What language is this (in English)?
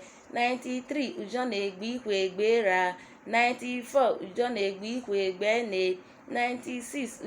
Urhobo